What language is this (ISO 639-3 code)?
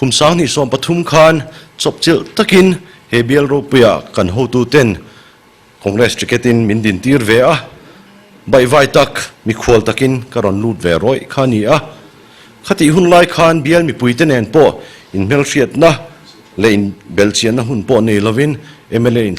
lus